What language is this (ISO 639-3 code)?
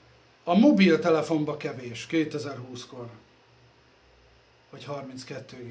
hun